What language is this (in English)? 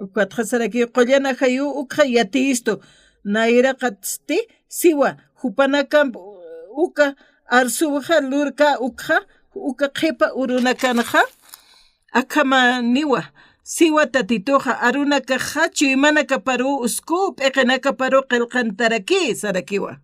Aymara